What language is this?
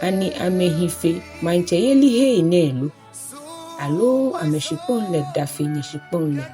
Ga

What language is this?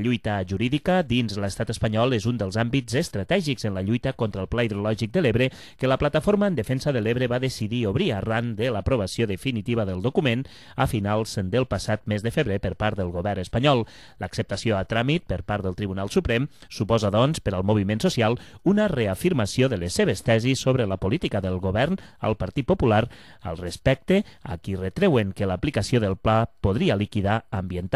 Catalan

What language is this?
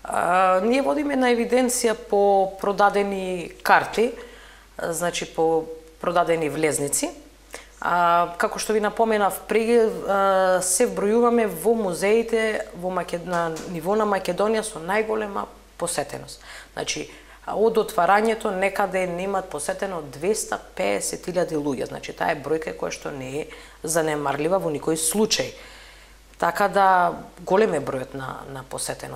Macedonian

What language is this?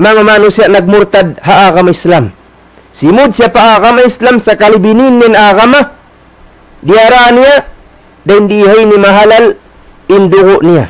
Tausug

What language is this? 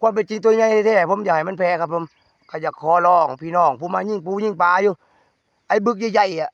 Northeastern Thai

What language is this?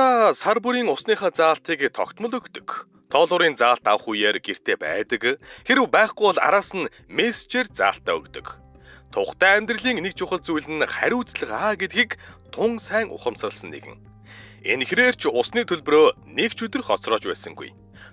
Mongolian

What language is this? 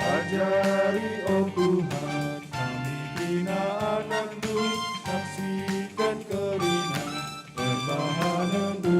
Batak Karo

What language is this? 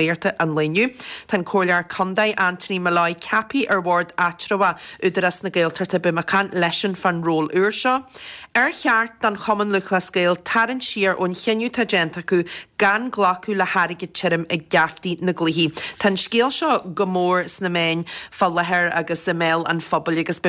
Irish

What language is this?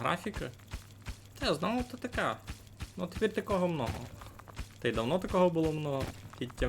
Rusyn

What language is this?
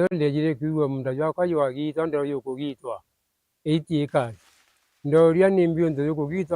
Meru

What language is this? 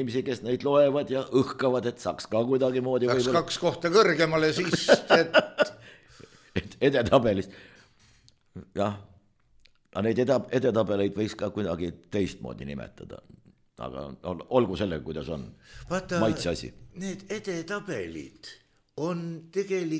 Estonian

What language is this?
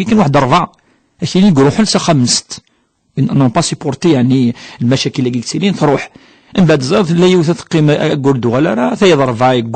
Kabyle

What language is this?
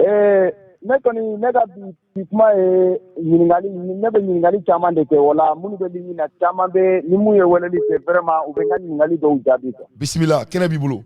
Bambara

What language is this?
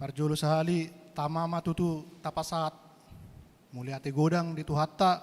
Batak Toba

